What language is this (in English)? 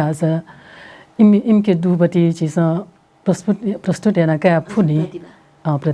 Newari